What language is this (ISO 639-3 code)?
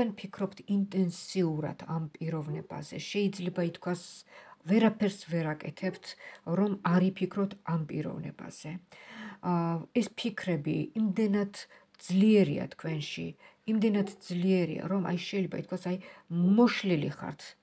kat